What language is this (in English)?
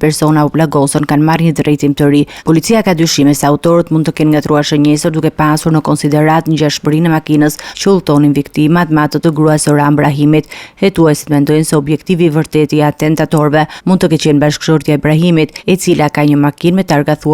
Albanian